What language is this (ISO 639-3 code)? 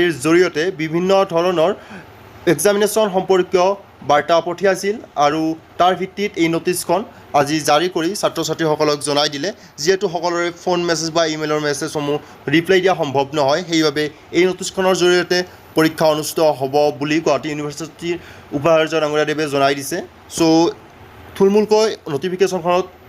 asm